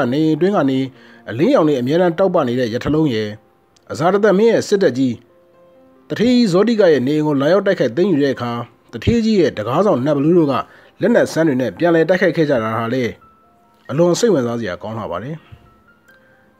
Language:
Burmese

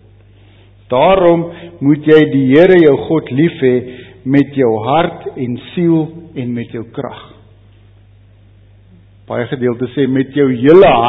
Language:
Afrikaans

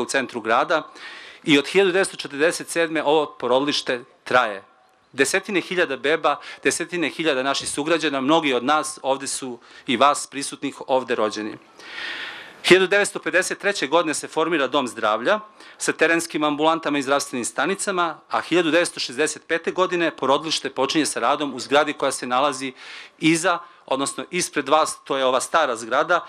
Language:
Serbian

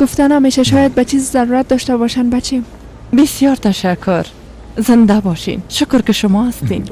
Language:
Persian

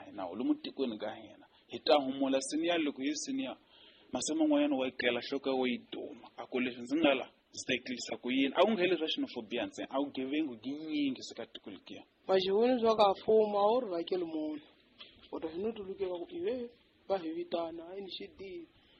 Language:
Tsonga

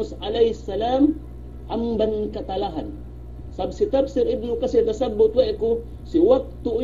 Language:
Yakan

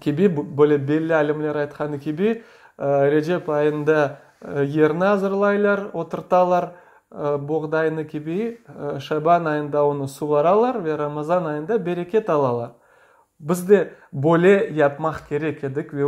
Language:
Crimean Tatar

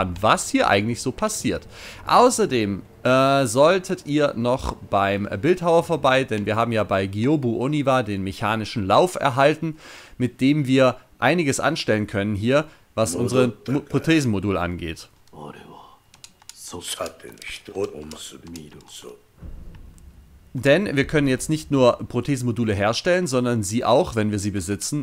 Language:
German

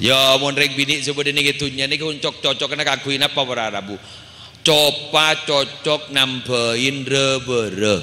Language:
Madurese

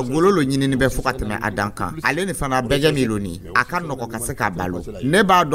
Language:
Dyula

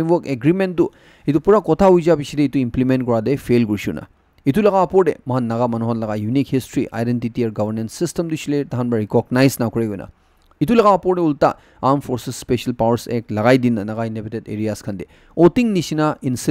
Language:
Naga Pidgin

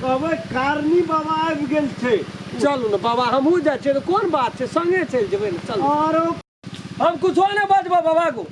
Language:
Maithili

